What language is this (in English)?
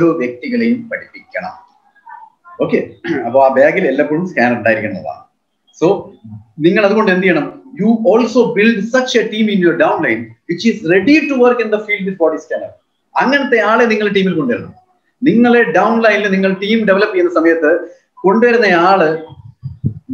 Malayalam